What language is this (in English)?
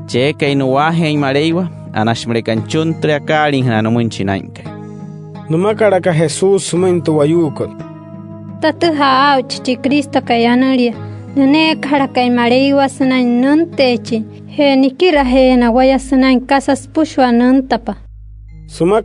Wayuu